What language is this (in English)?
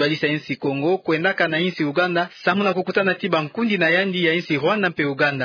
Kituba (Democratic Republic of Congo)